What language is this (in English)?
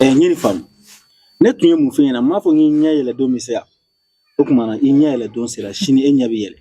Bambara